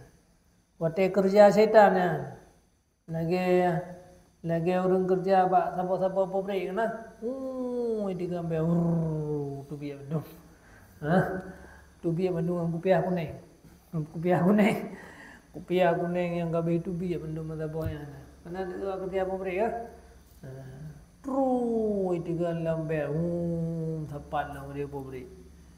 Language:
Achinese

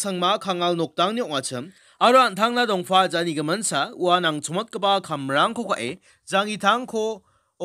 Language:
Garo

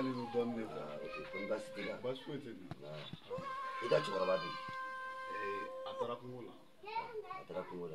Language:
Bambara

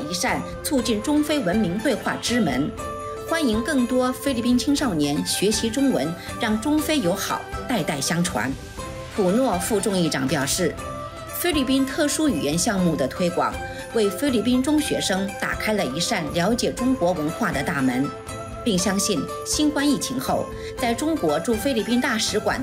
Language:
Chinese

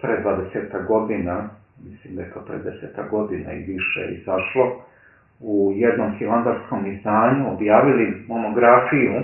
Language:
Serbian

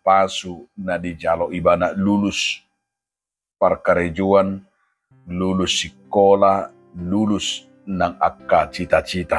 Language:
Batak Toba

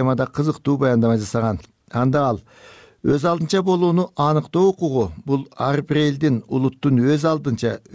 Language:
Kyrgyz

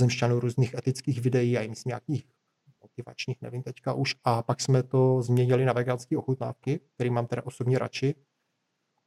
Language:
Czech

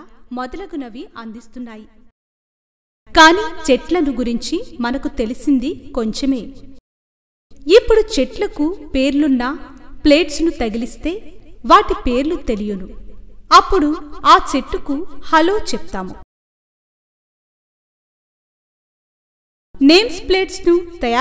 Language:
Telugu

